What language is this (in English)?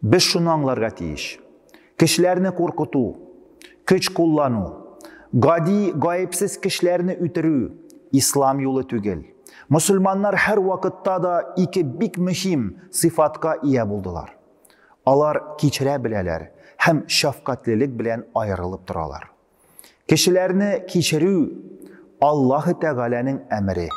Tatar